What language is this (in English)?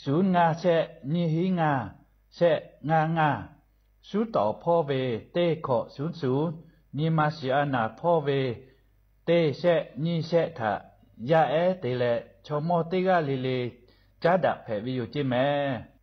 Lahu